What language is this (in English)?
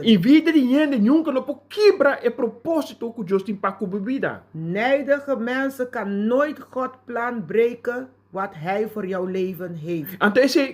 Papiamento